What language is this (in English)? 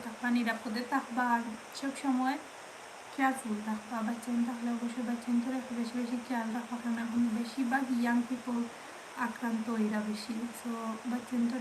Sylheti